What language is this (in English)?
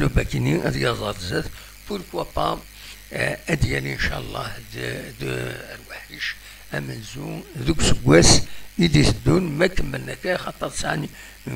Kabyle